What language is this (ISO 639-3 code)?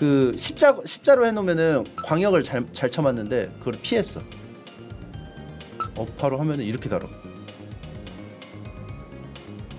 kor